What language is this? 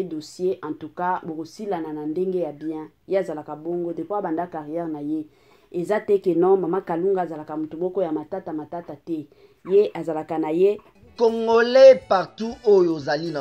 Lingala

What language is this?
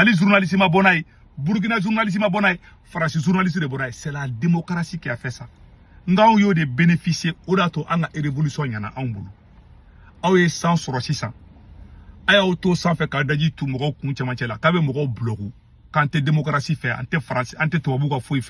Bambara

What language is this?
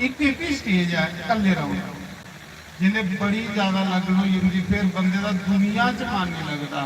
Dogri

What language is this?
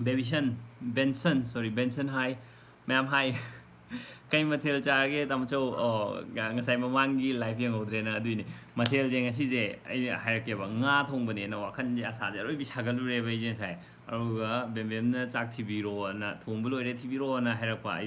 Manipuri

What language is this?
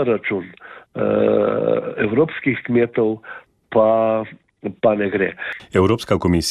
Slovenian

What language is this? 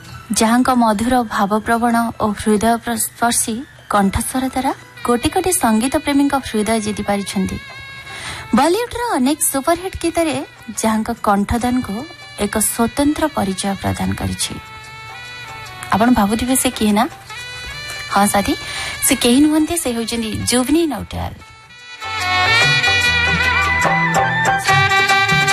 Odia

